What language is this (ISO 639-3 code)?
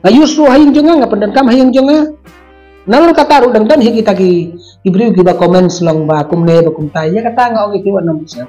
kha